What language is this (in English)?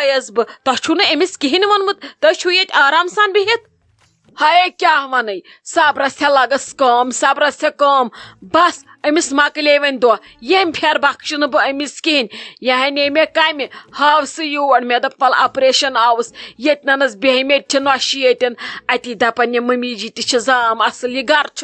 Kashmiri